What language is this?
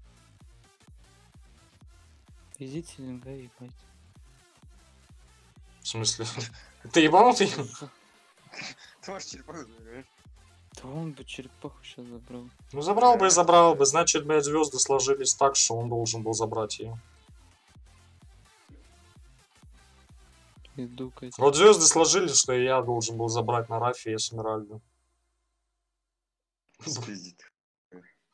Russian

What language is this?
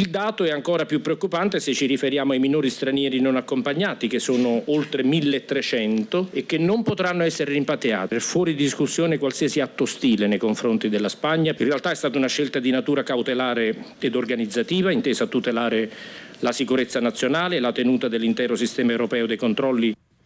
Italian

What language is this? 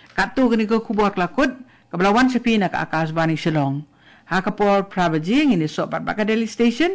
Khasi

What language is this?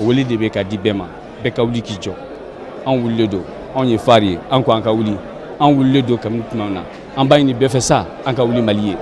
Bambara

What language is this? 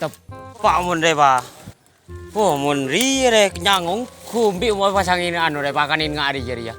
Madurese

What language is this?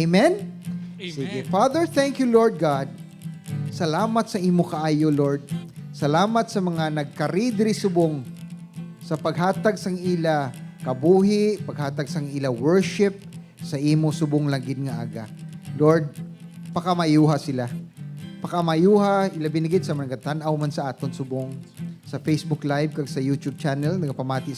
Hiligaynon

